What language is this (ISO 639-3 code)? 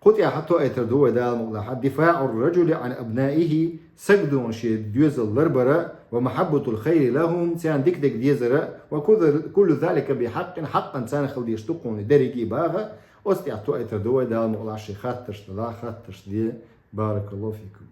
che